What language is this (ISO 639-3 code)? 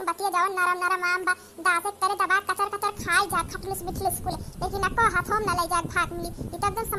awa